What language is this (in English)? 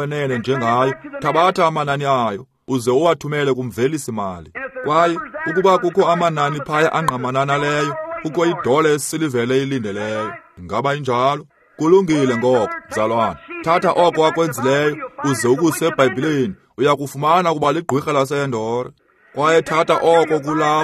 Xhosa